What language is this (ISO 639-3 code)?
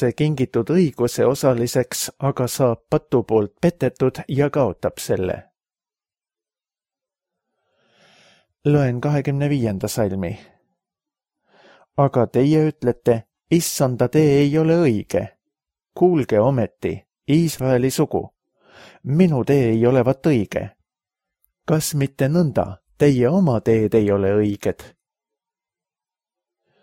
est